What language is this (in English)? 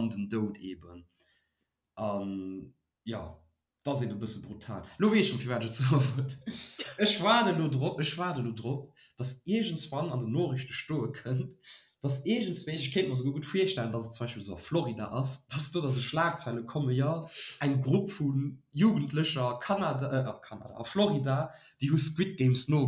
Luxembourgish